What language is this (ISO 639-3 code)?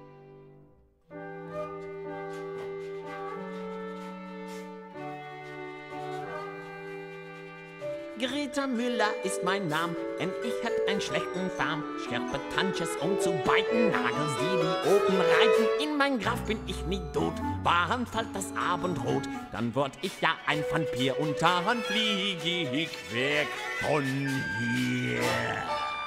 nld